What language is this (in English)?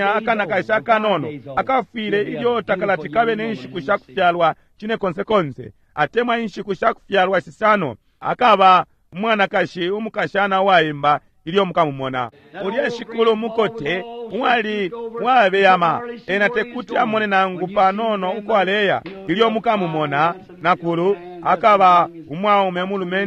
Bemba